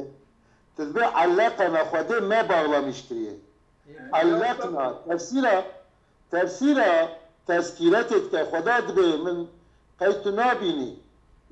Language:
Kurdish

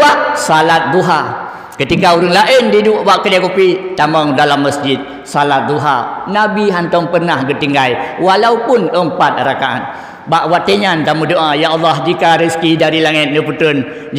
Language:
Achinese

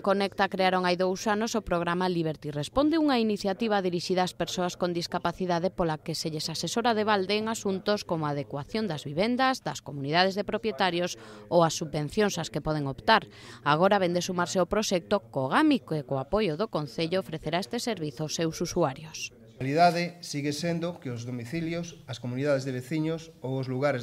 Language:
Galician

